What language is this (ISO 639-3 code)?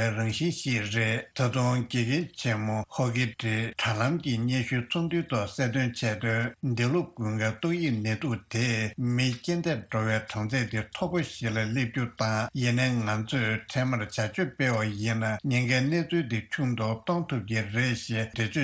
bod